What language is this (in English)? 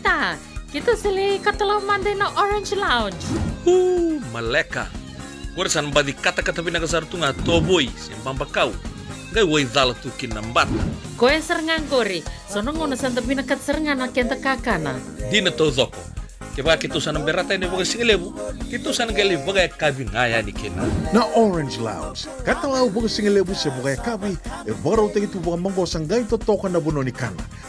Fijian